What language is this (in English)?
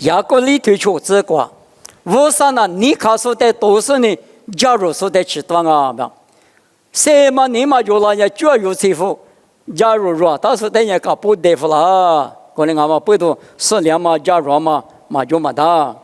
Lisu